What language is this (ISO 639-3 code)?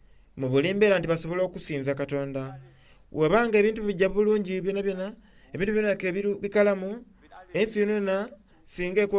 xog